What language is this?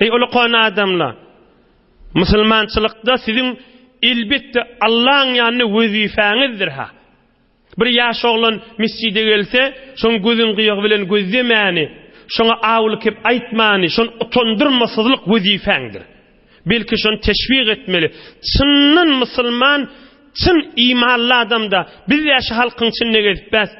Turkmen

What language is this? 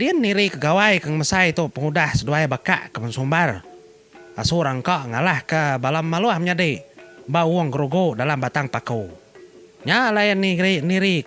Iban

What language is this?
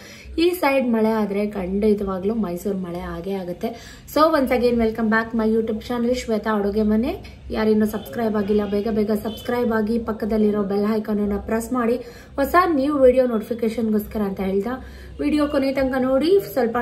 Kannada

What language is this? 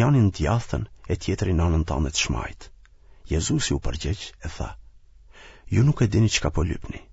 Albanian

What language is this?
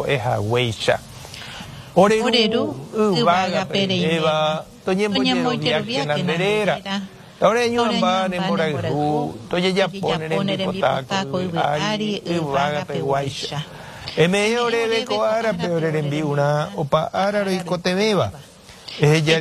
Guarani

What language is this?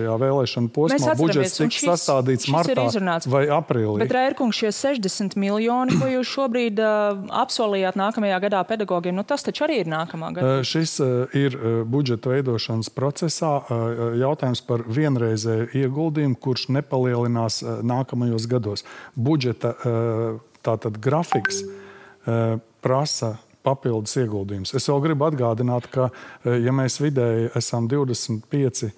Latvian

